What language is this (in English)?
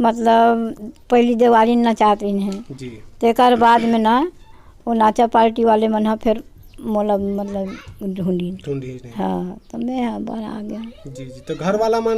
Chhattisgarhi